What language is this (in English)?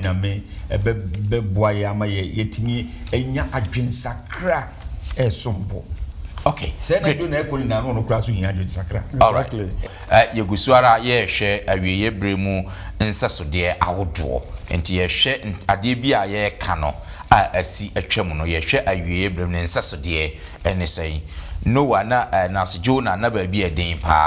Akan